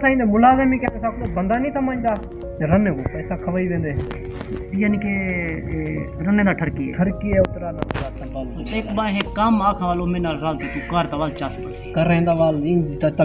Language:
Saraiki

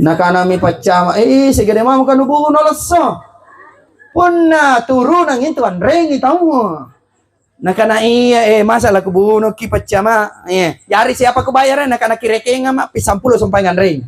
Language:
Makasar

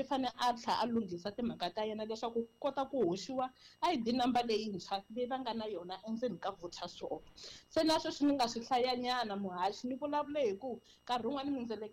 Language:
Tsonga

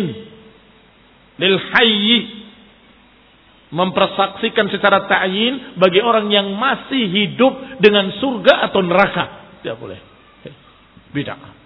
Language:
Indonesian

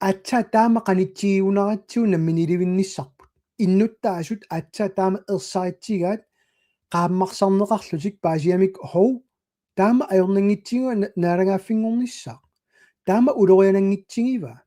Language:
Kalaallisut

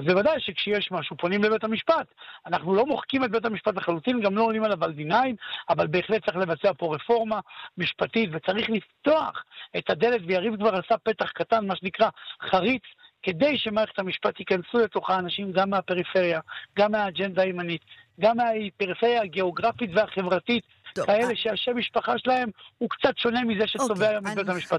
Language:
Hebrew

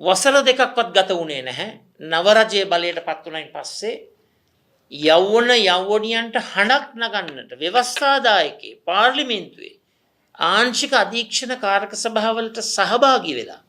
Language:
Sinhala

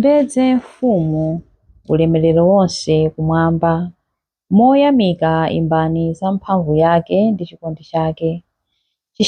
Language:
Nyanja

